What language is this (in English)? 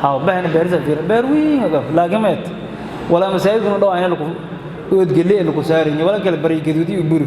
Somali